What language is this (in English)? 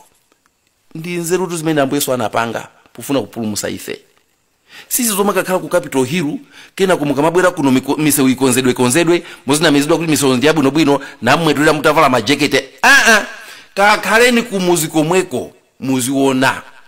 Nyanja